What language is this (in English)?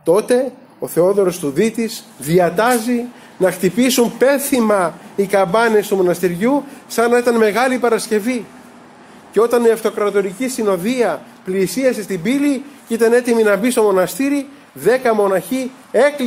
Greek